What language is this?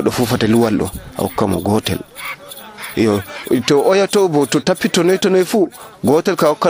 Nigerian Fulfulde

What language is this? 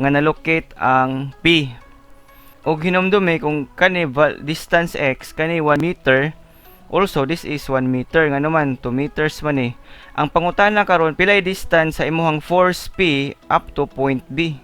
Cebuano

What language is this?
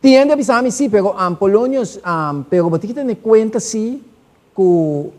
Papiamento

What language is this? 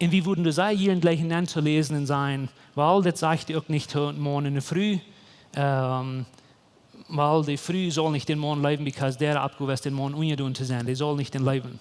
Plautdietsch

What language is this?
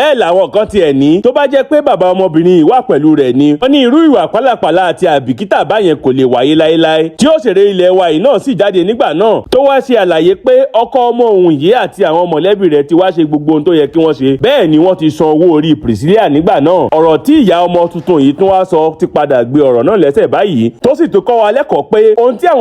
Yoruba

